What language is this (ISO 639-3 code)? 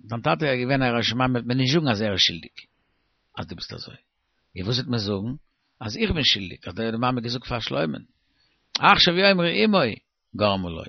yid